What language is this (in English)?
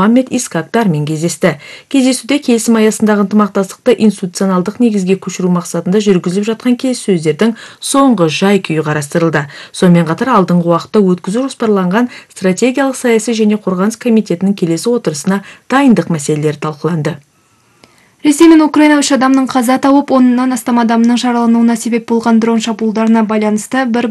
Kazakh